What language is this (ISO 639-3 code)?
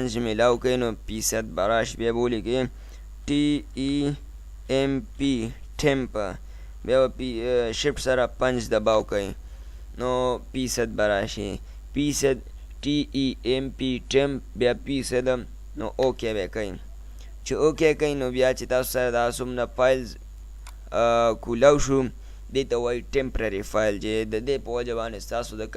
pus